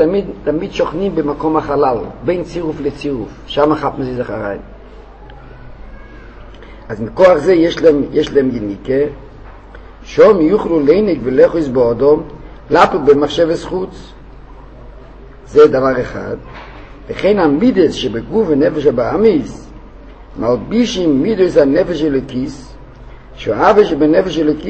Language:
Hebrew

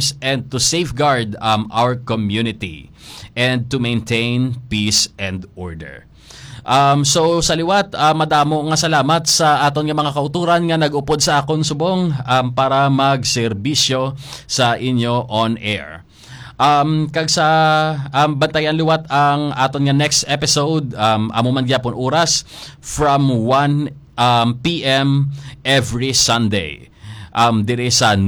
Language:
Hiligaynon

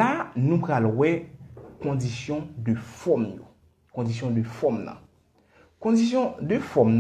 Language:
Haitian Creole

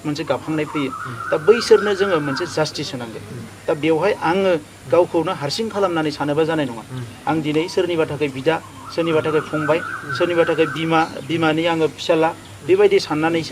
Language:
Bodo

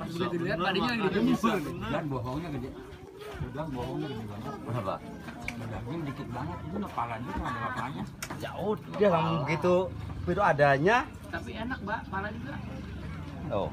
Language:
Betawi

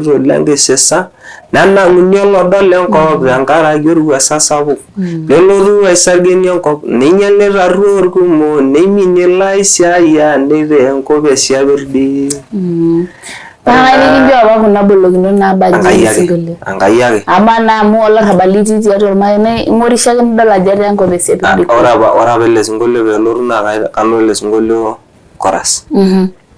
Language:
Masai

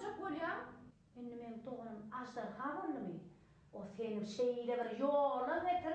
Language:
Turkmen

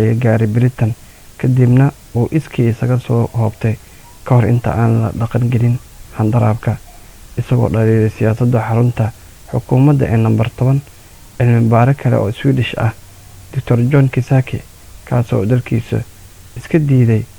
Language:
Somali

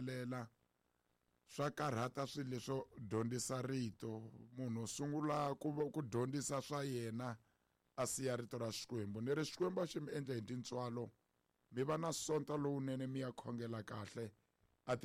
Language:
Tsonga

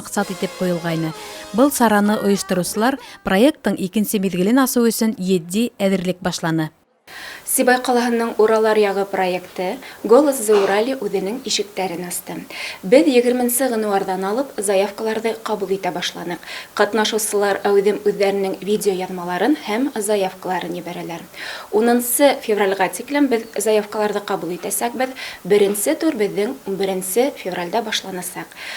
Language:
Bashkir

